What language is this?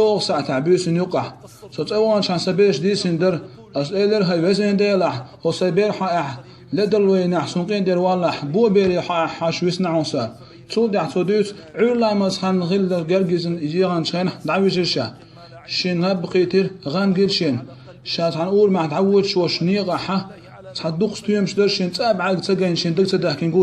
Chechen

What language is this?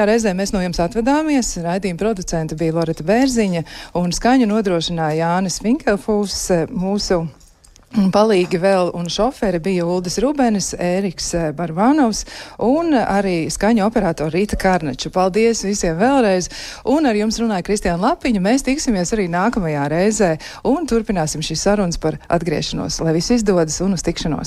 Latvian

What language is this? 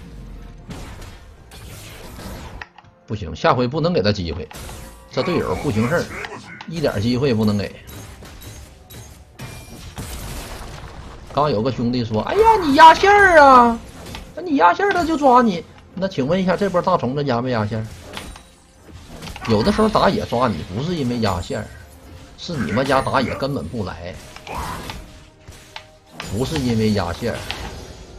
Chinese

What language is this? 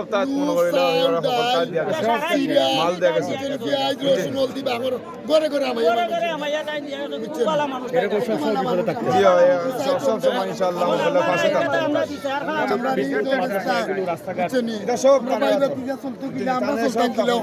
Sylheti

